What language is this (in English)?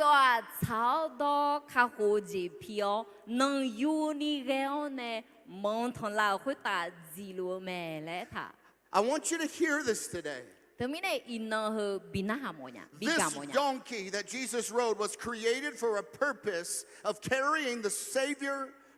Akha